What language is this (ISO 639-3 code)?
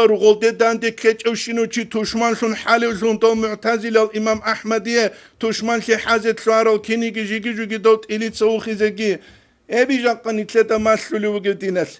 ava